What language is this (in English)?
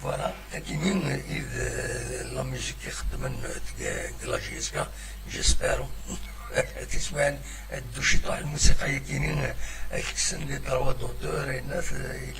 Kabyle